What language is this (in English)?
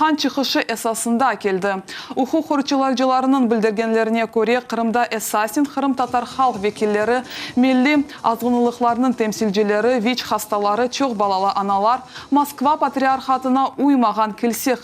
Crimean Tatar